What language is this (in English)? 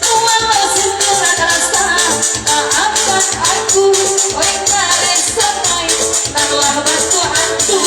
Minangkabau